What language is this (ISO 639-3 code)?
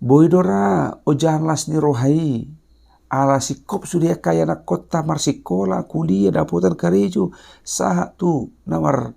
bbc